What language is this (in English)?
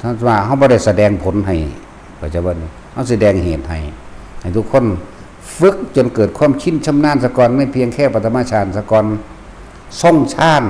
Lao